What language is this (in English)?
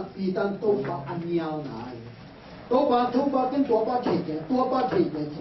Tedim Chin